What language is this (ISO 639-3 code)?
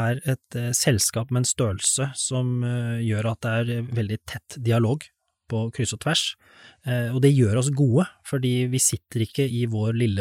nor